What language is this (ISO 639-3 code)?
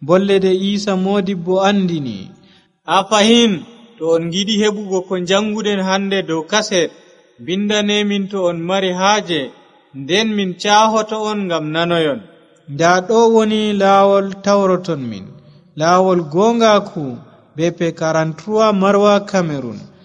fuv